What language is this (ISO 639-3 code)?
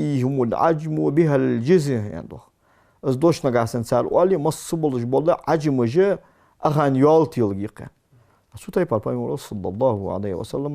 inh